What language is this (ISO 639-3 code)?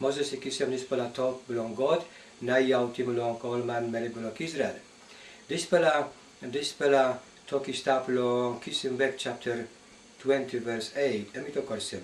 tpi